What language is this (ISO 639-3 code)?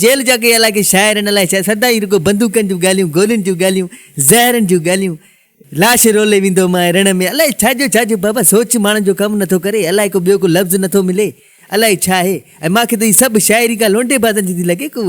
snd